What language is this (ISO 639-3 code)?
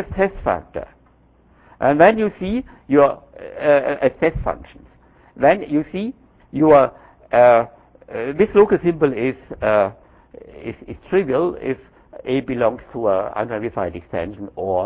eng